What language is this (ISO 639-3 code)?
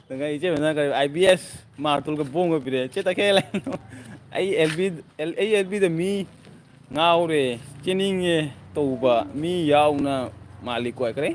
mni